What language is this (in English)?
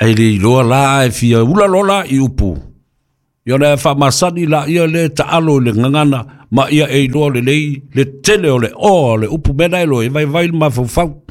Samoan